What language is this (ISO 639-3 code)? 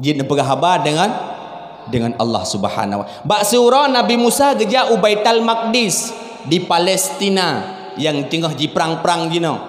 ace